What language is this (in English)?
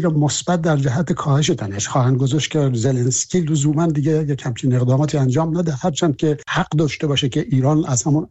Persian